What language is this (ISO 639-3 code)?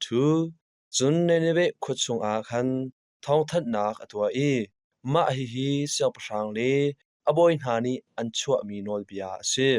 cnh